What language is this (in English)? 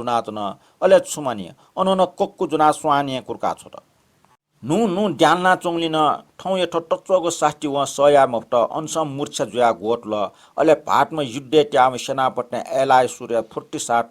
Newari